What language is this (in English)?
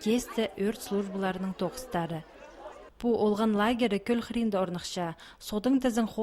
Khakas